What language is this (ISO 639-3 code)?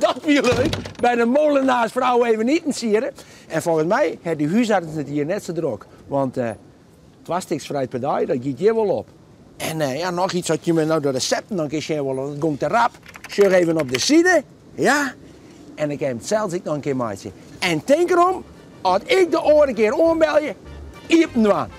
fry